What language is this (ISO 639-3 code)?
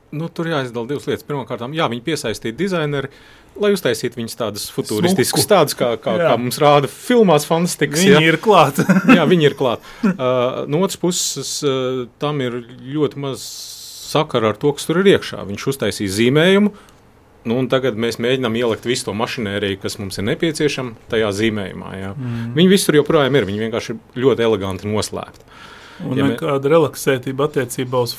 lav